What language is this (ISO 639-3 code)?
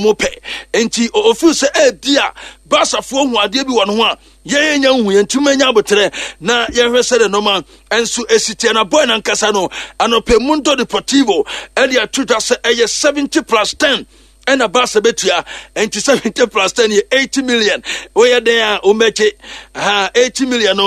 aka